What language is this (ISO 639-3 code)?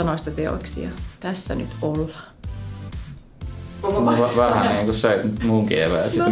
fin